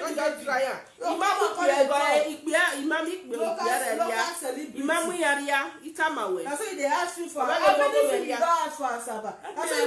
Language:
Nigerian Pidgin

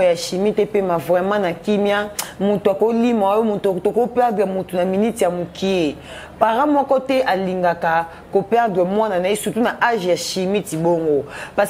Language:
Lingala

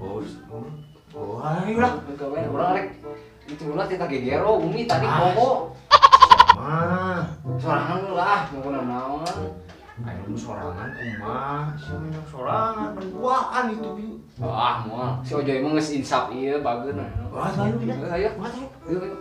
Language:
Sundanese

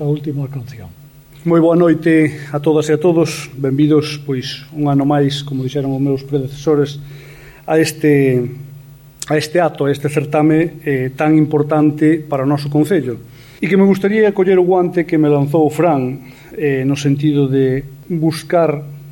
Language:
Galician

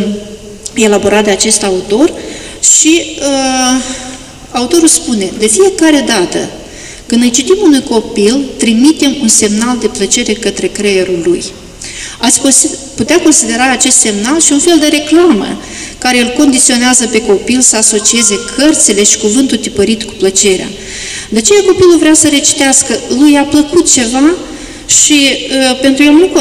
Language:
Romanian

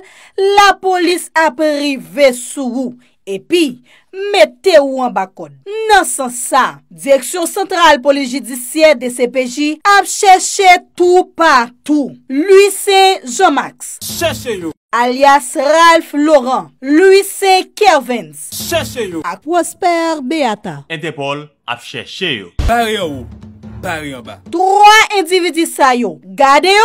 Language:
Haitian Creole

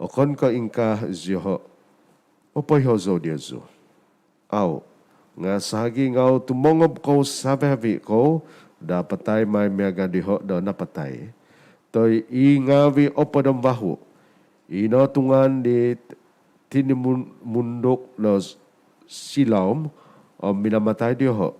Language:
Central Dusun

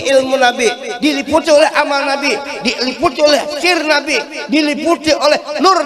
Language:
Banjar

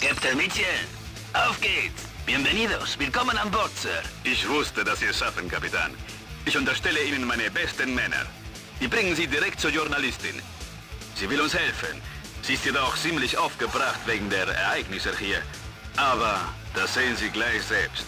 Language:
Bavarian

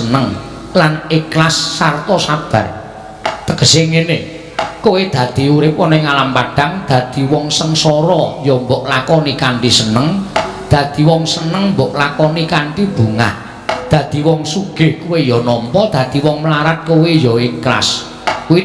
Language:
Javanese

